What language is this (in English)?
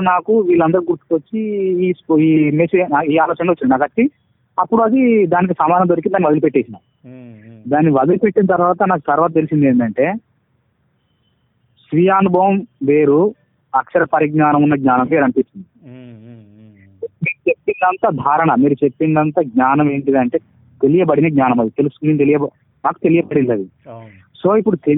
Telugu